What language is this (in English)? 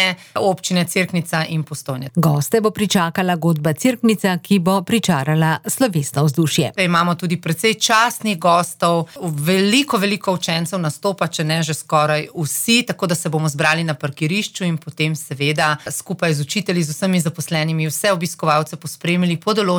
Slovenian